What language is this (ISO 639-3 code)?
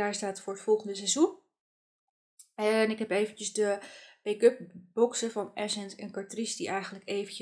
nld